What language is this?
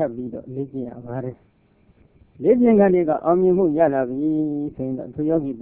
Burmese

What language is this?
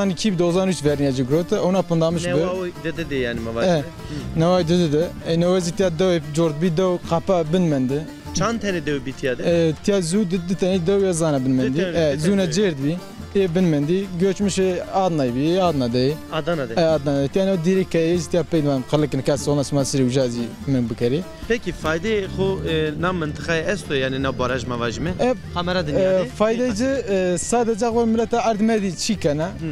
Zaza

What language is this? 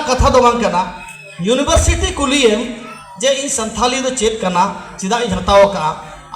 Santali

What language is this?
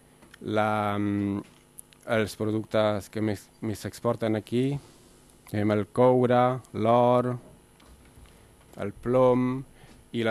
Catalan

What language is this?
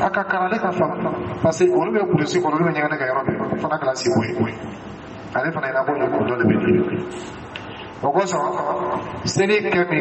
Dyula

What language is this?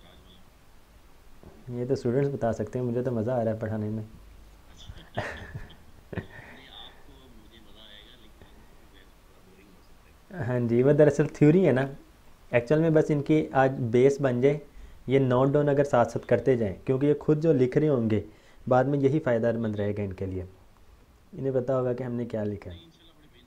Hindi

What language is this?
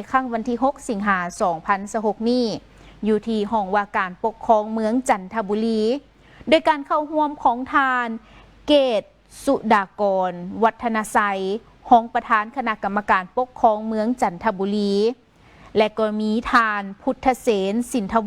Lao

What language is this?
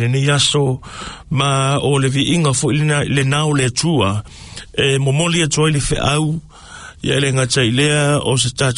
Samoan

